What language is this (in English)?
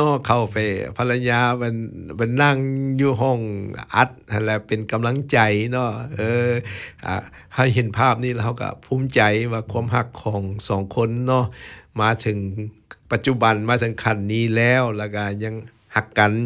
Thai